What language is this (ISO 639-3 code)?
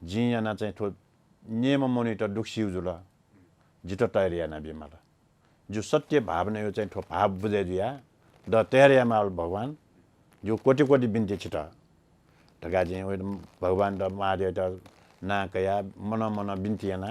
new